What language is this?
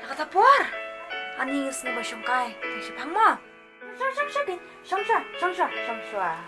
Khasi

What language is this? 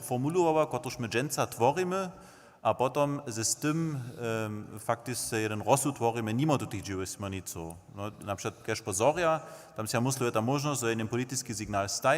Upper Sorbian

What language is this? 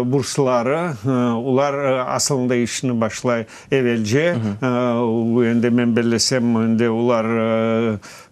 Crimean Tatar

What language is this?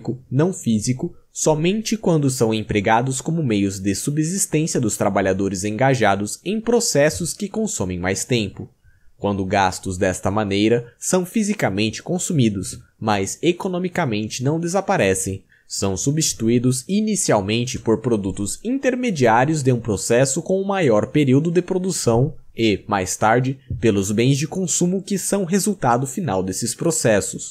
Portuguese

